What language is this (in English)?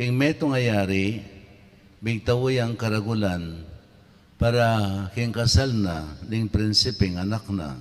Pampanga